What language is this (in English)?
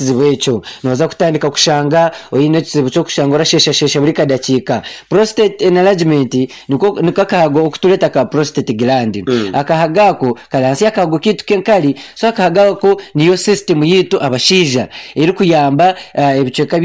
Nyankole